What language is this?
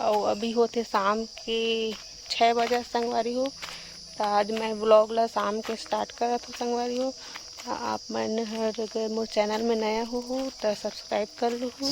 Chhattisgarhi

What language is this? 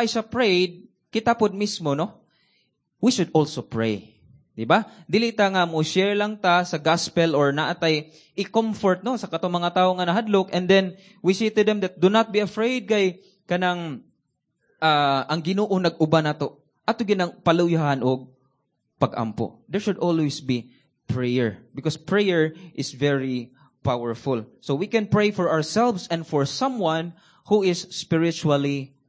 Cebuano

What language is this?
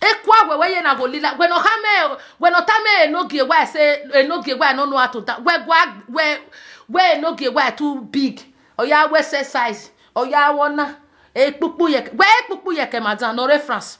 Nigerian Pidgin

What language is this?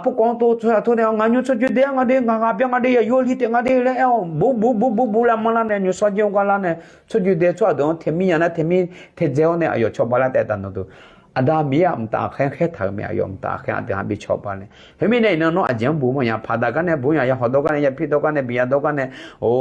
Akha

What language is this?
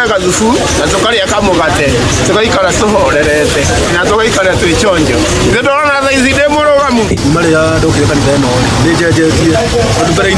Kikuyu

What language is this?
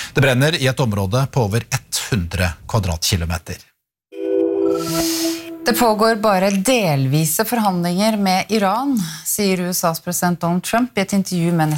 Norwegian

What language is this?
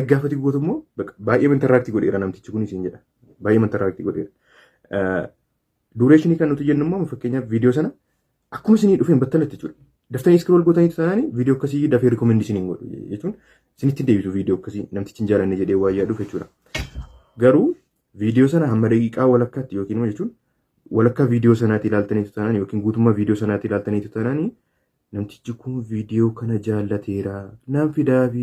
Oromo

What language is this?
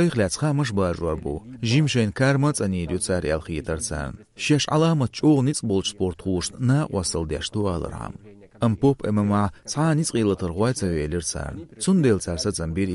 Chechen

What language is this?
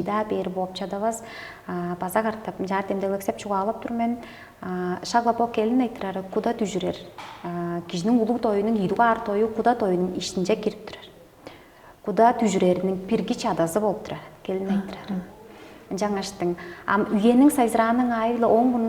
Tuvinian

